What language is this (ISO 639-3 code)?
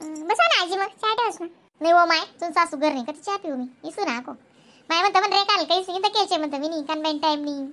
khn